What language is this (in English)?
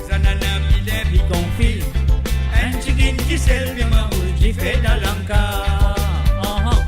Morisyen